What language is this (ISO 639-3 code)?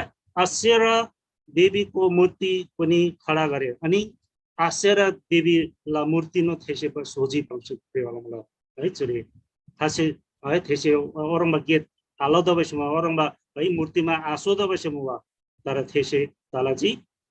taj